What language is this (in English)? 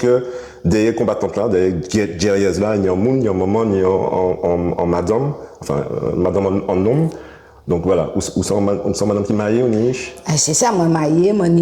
Guadeloupean Creole French